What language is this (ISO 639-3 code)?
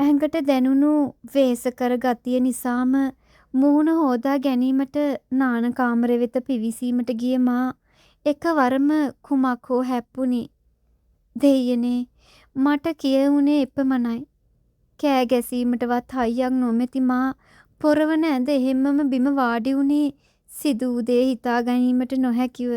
sin